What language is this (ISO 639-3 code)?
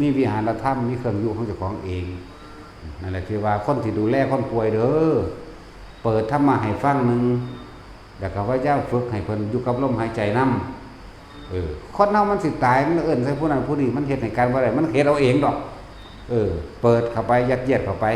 tts